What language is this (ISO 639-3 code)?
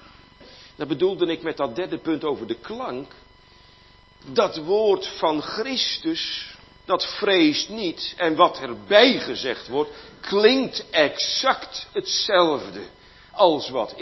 nld